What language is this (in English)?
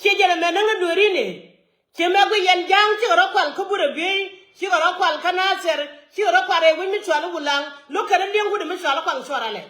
Nuer